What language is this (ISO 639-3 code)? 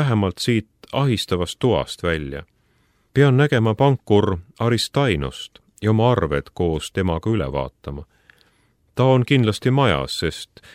est